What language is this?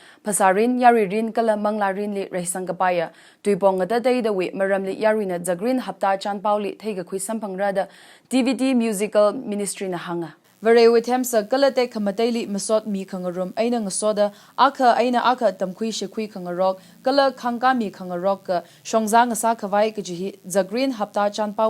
Tangkhul Naga (India)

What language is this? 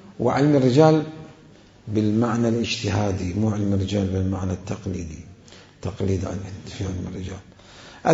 Mesopotamian Arabic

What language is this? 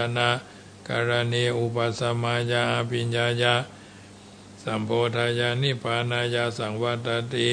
Pali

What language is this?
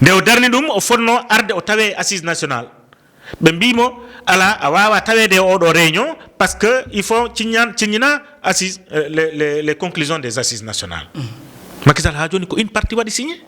Fula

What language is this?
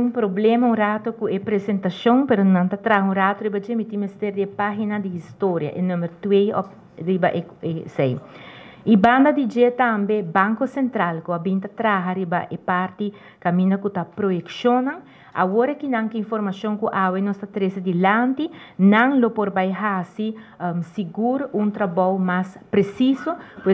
Papiamento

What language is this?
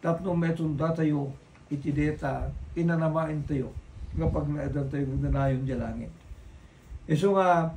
Iloko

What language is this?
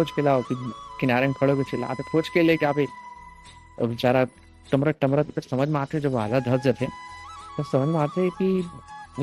Chhattisgarhi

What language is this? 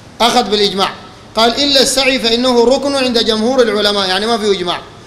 Sudanese Arabic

